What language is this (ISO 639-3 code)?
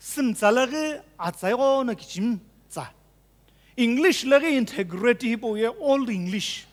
nsm